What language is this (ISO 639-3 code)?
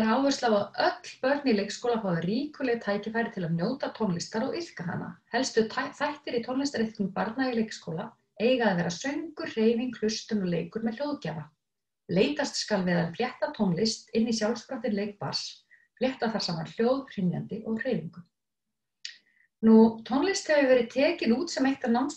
isl